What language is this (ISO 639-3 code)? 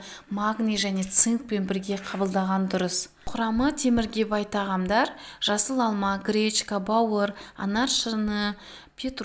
kaz